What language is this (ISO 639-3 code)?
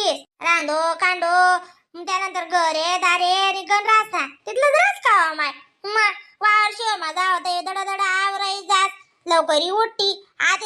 khn